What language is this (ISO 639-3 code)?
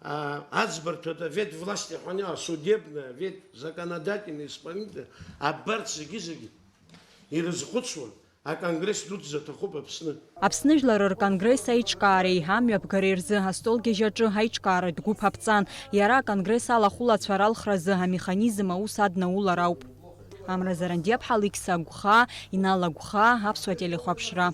abk